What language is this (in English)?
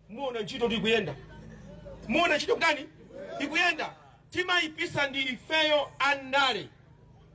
Nyanja